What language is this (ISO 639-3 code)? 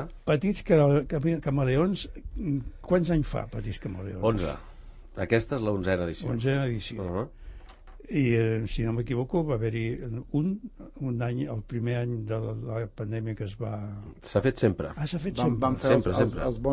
cat